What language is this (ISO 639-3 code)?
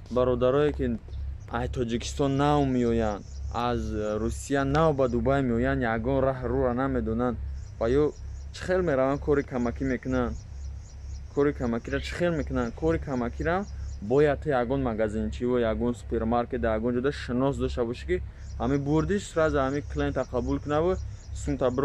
tgk